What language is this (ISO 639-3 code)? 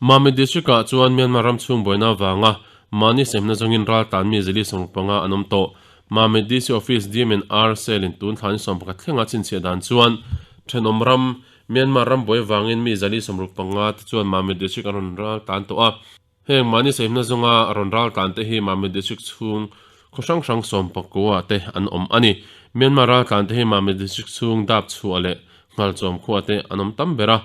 lus